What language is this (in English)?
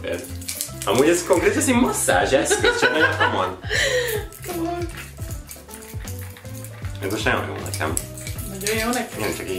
Hungarian